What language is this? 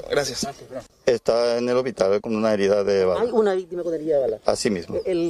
Spanish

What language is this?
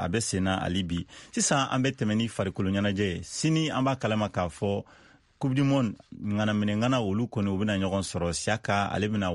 Bambara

